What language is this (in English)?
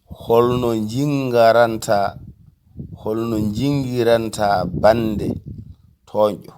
Fula